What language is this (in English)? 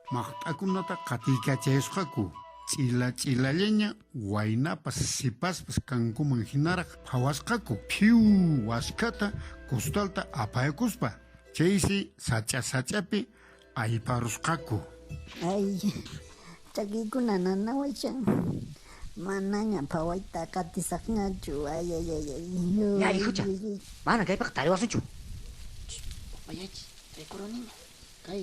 Quechua